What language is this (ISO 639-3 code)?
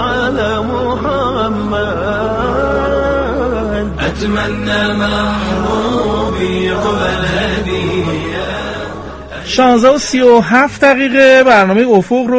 fas